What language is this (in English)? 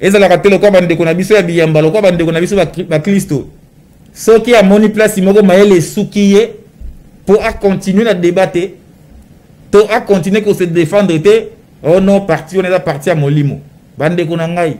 Lingala